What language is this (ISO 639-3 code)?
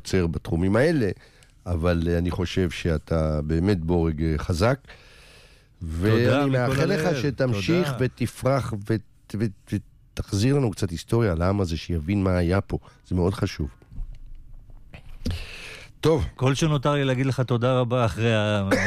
heb